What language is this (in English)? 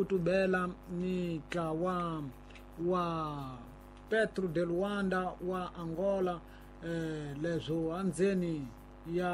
Tsonga